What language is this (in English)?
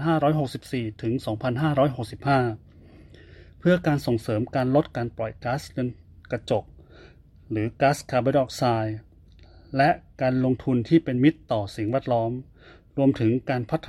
Thai